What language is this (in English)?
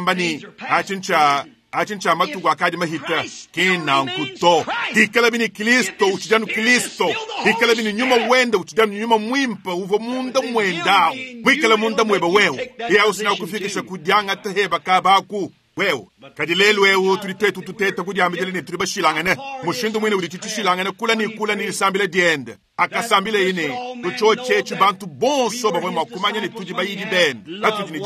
Luba-Lulua